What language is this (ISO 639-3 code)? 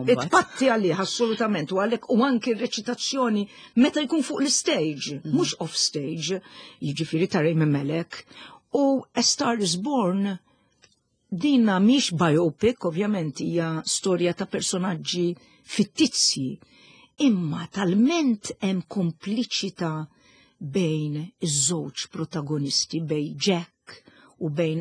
mlt